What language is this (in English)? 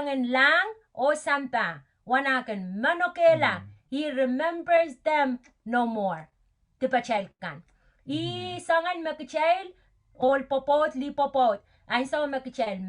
Pohnpeian